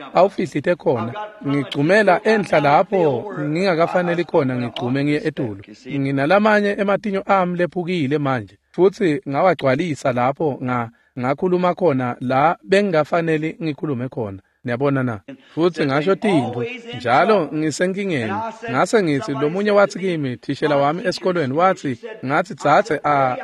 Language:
Swati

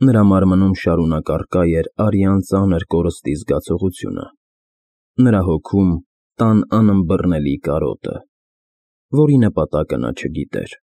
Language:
Armenian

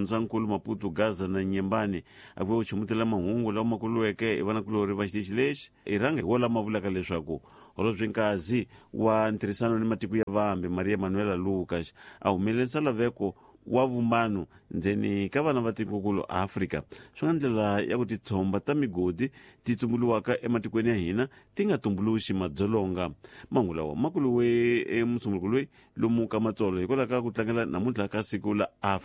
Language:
Tsonga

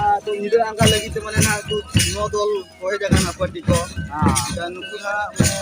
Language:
Santali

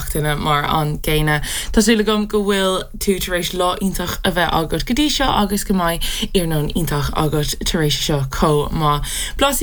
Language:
Irish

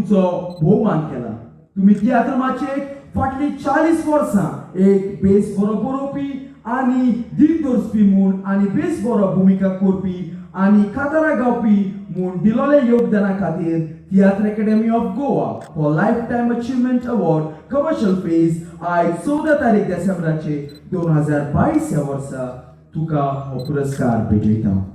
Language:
Konkani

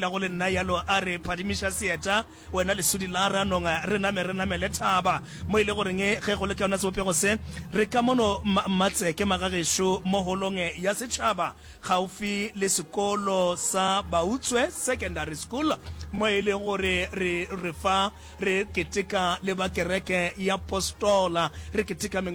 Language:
Northern Sotho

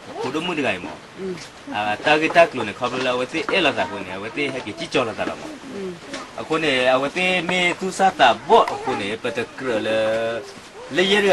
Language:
S'gaw Karen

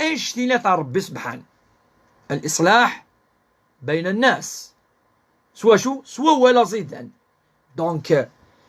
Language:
Kabyle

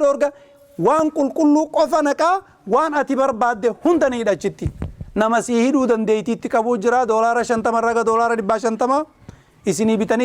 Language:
Oromo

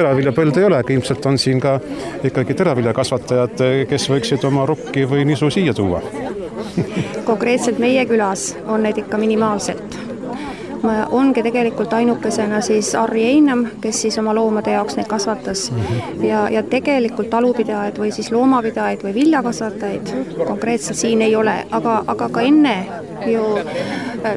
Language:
Estonian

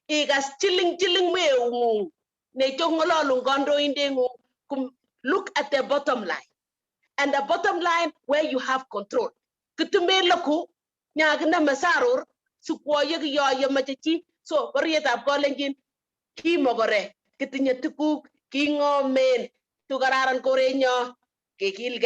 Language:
Kalenjin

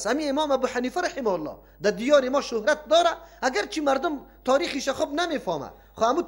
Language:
Persian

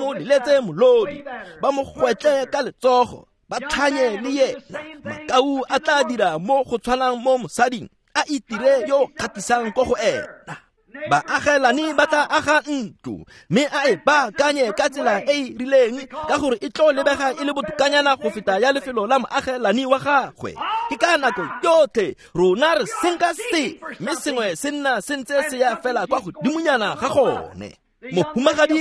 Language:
Tswana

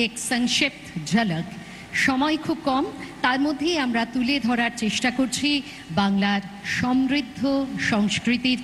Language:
Bangla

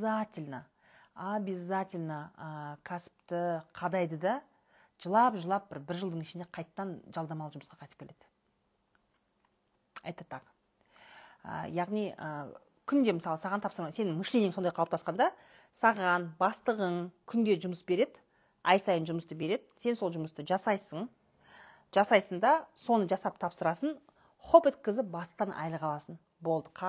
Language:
Kazakh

